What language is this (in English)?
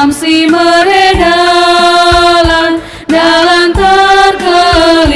Batak Karo